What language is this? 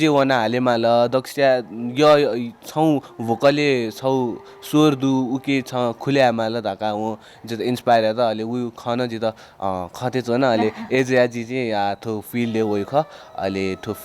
Newari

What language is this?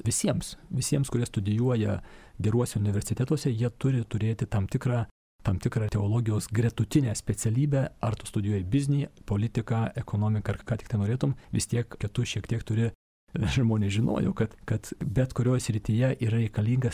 Lithuanian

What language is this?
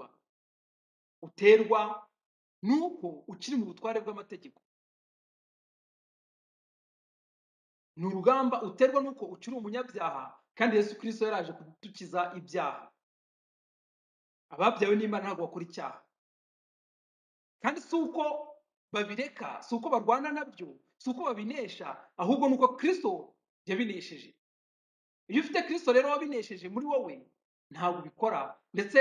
Kinyarwanda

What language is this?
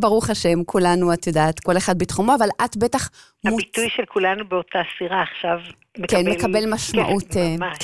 Hebrew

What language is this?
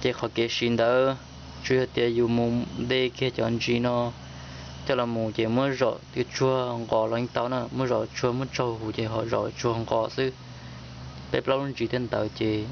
Hmong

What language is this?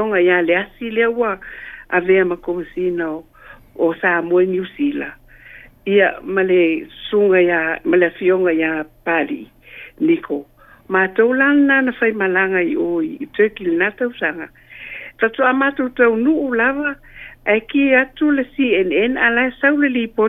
Samoan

